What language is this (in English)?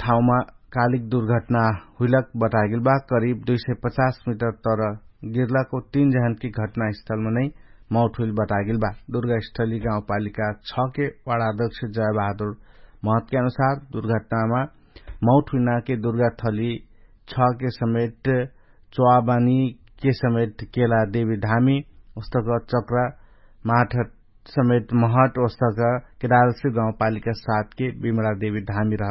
Dangaura Tharu